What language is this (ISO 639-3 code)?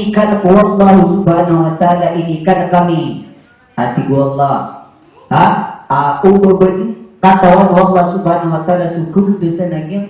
mrw